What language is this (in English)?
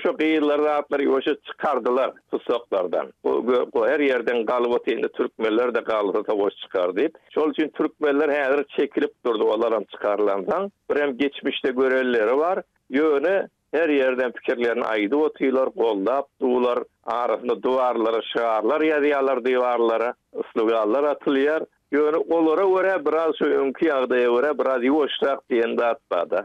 Turkmen